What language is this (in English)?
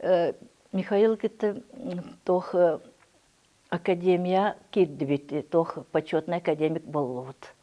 Yakut